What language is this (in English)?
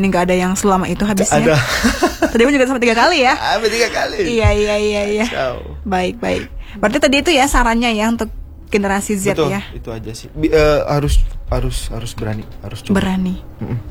Indonesian